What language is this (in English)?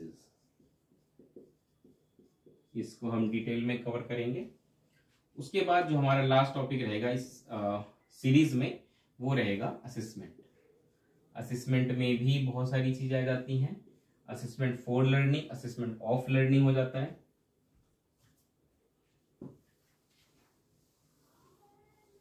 Hindi